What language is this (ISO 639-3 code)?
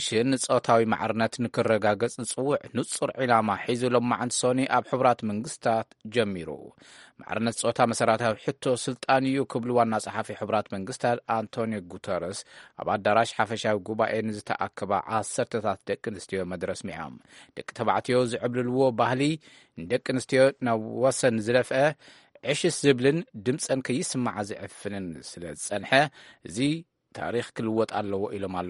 tir